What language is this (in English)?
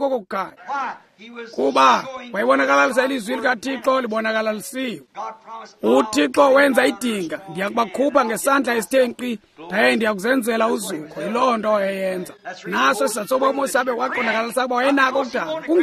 Xhosa